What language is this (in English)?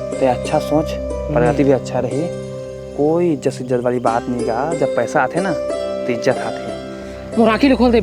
Chhattisgarhi